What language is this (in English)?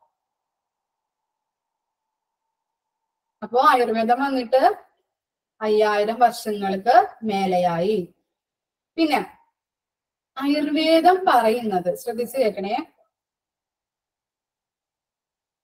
Malayalam